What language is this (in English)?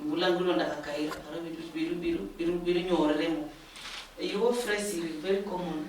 Luyia